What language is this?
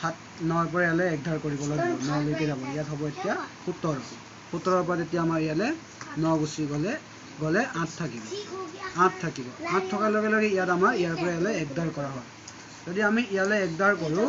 Assamese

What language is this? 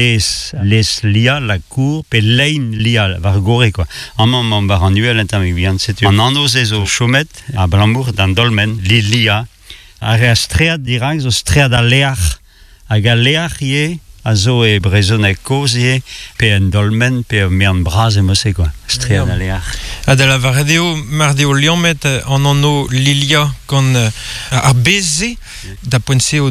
Breton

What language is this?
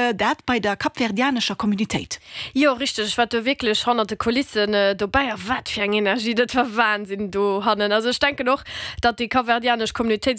Luxembourgish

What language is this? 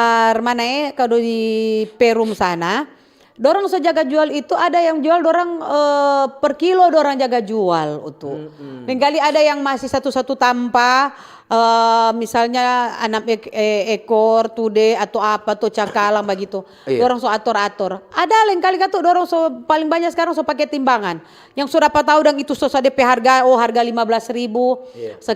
Manado Malay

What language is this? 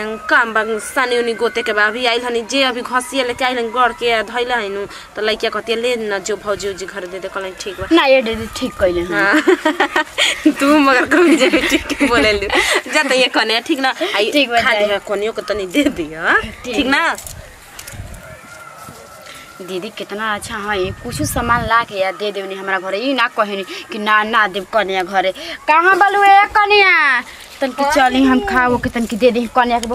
Bhojpuri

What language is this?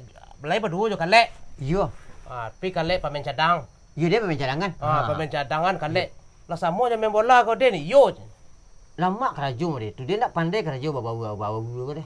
Minangkabau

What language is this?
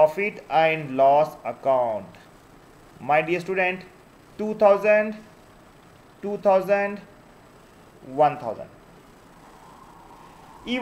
Kannada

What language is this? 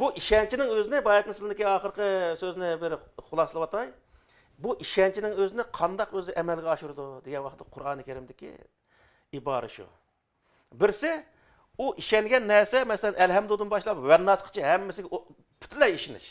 Uyghur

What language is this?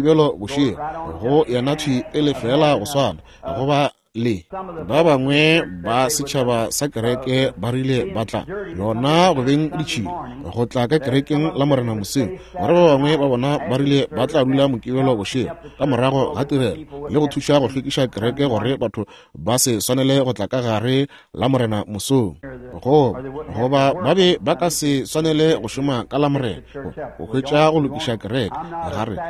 Northern Sotho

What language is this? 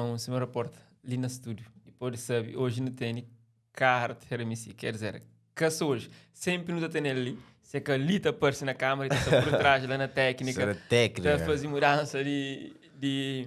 Kabuverdianu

